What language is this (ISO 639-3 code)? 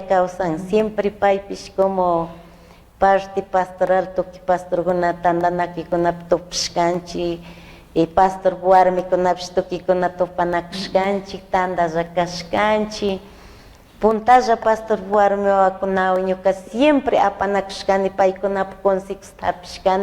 qug